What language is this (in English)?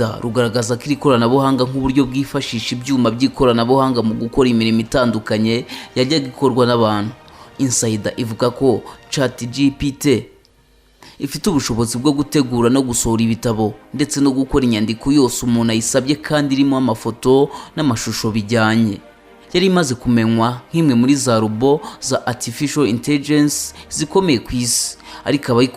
Kinyarwanda